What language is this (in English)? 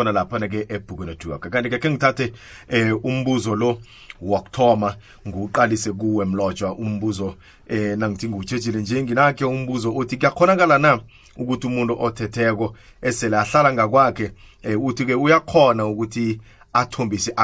South Ndebele